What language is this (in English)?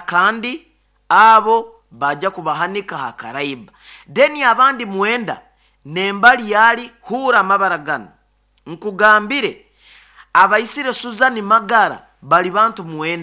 Nyoro